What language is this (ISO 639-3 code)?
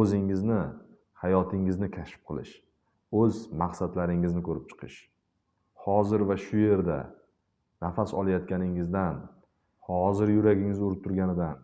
uzb